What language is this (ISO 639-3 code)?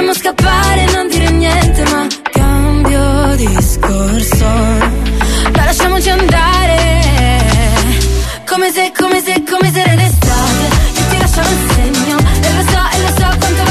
ita